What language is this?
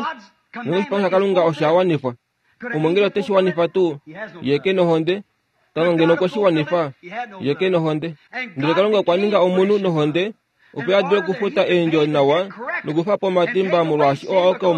Kuanyama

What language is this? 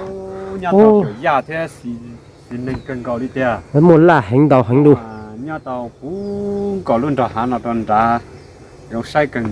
Hmong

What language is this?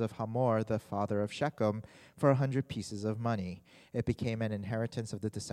English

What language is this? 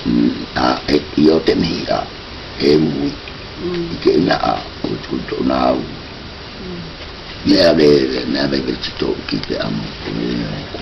South Marquesan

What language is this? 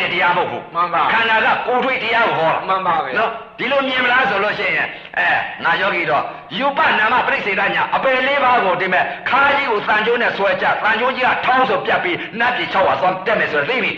Burmese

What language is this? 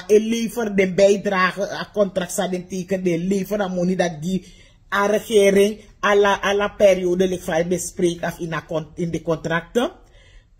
Sranan Tongo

